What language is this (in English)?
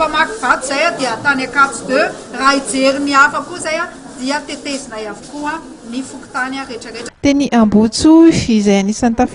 Malagasy